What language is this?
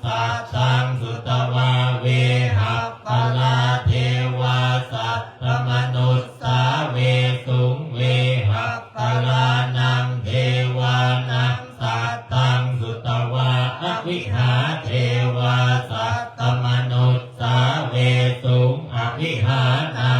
Pali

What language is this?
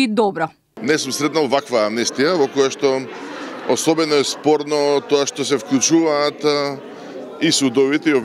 Macedonian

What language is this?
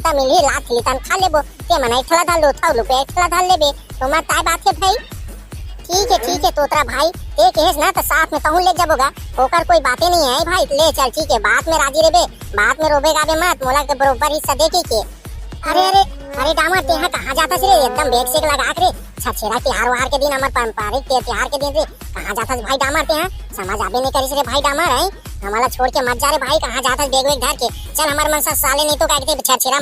Chhattisgarhi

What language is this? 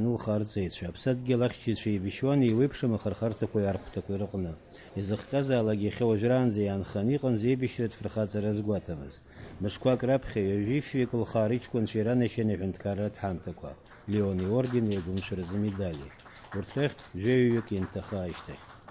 Abkhazian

